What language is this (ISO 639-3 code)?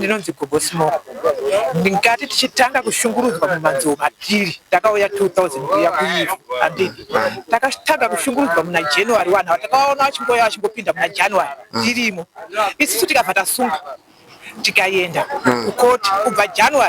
sna